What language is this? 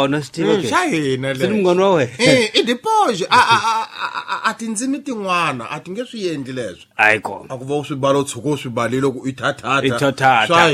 Tsonga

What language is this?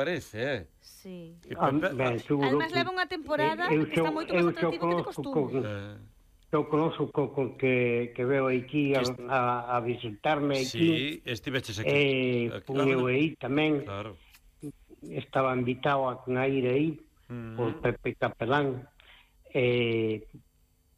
Galician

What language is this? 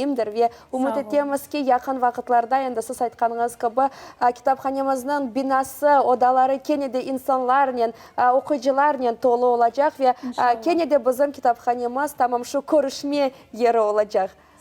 Crimean Tatar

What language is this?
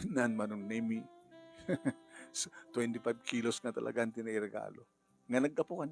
Iloko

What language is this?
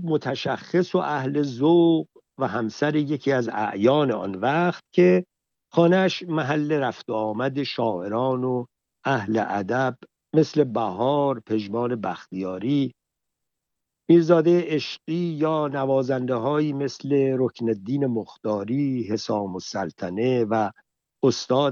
Persian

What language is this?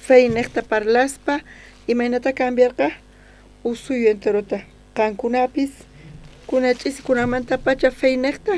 South Bolivian Quechua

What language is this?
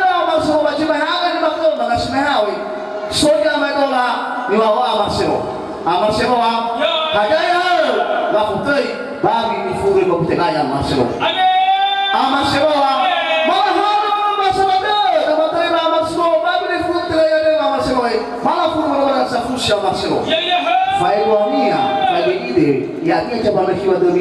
Nias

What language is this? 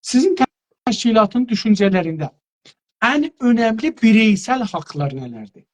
South Azerbaijani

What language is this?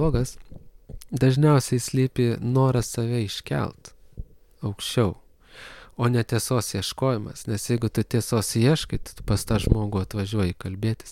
Lithuanian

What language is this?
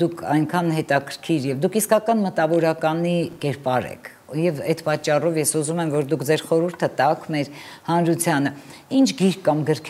Armenian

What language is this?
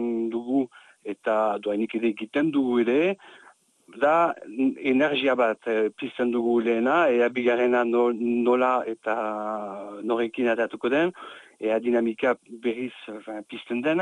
Basque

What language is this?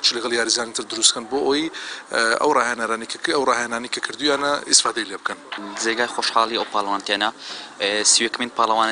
Central Kurdish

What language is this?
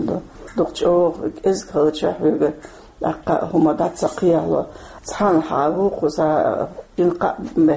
Chechen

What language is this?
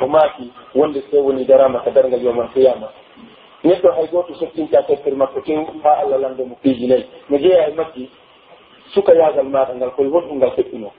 Pular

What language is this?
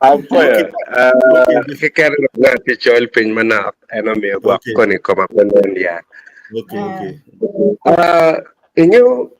Acoli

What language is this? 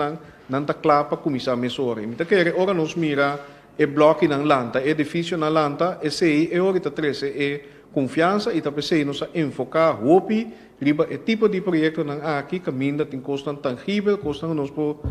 Papiamento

